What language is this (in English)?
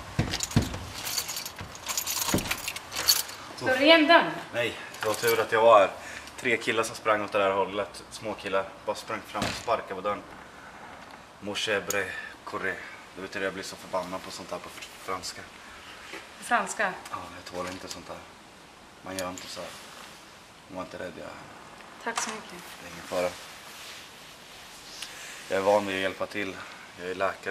Swedish